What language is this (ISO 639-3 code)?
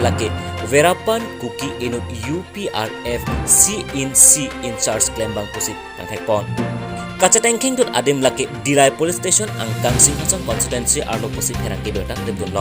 mjw